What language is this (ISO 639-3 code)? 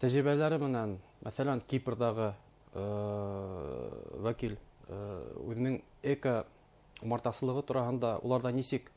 bak